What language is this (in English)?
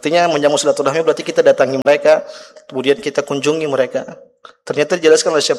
Indonesian